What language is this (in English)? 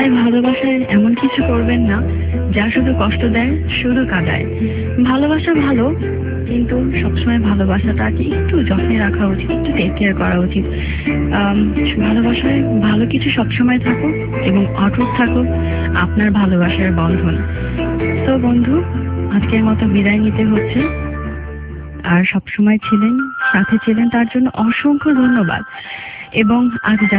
Bangla